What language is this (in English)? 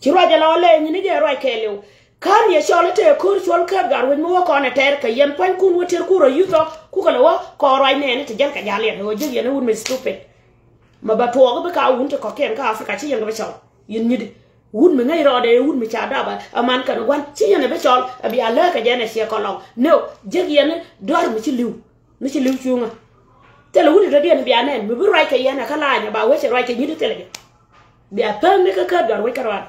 Nuer